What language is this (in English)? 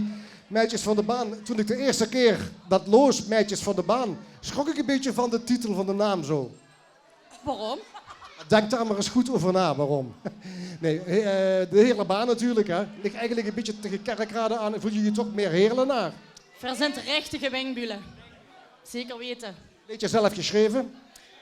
Limburgish